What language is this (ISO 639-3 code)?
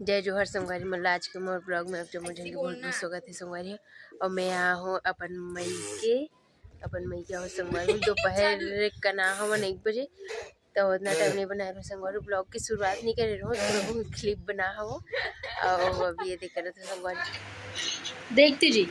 hne